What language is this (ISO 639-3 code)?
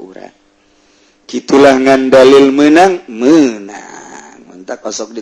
sun